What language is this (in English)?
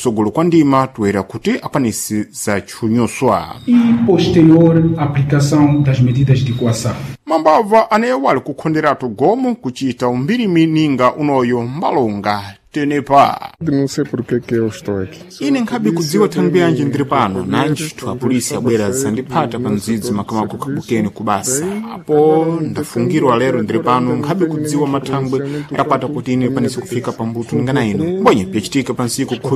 Sena